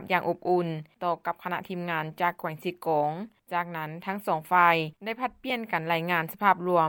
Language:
Lao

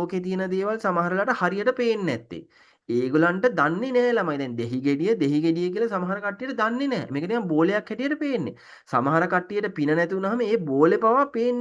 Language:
Sinhala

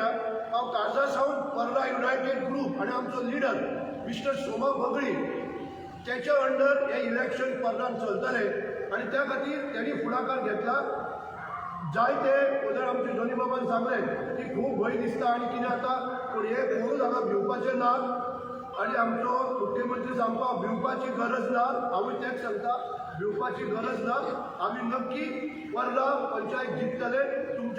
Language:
Konkani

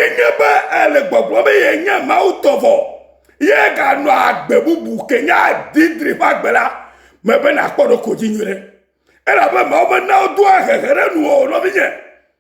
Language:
Ewe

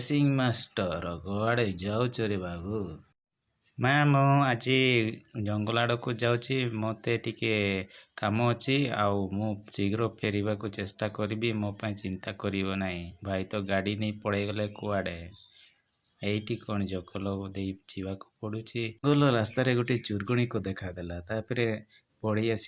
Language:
Odia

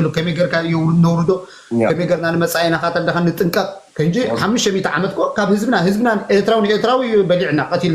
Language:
Tigrinya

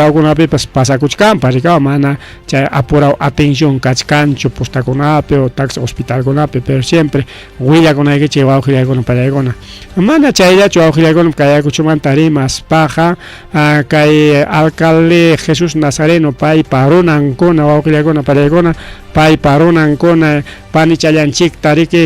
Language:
Ayacucho Quechua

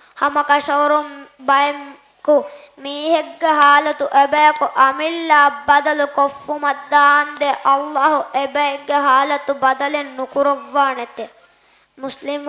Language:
Divehi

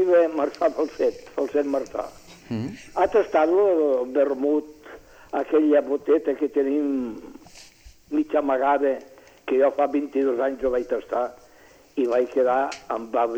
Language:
Catalan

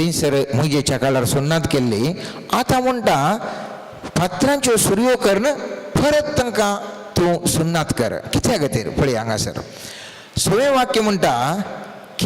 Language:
Konkani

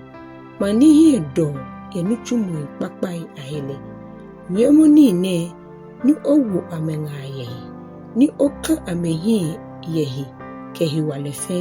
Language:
Ga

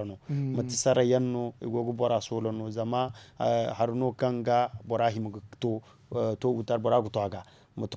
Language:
Zarma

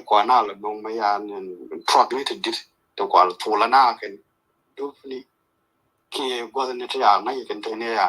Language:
Nuer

